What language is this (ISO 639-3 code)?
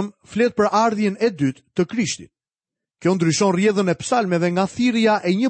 sqi